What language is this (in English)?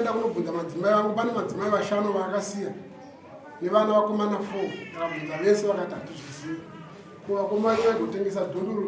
Shona